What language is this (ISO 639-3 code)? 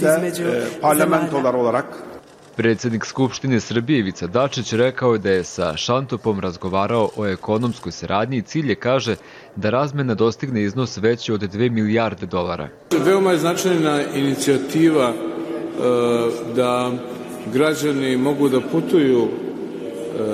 bos